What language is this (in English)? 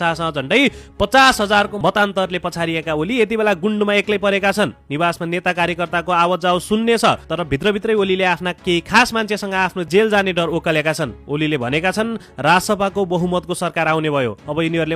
Nepali